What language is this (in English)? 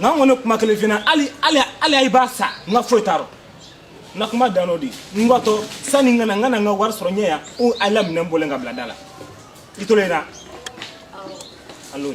Bambara